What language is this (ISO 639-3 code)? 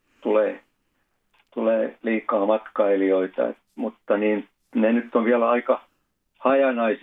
fin